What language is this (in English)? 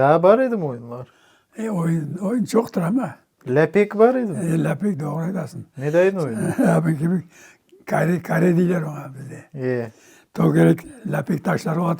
Crimean Tatar